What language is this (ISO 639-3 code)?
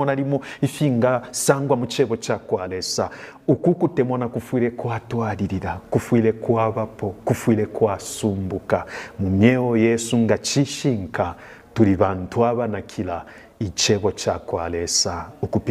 bem